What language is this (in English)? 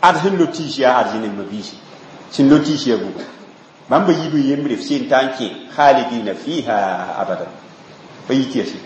Mossi